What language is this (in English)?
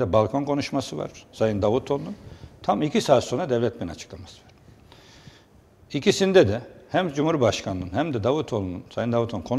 Turkish